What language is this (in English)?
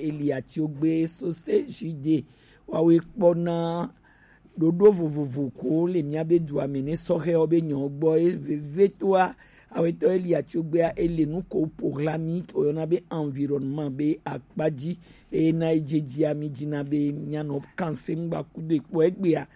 Gen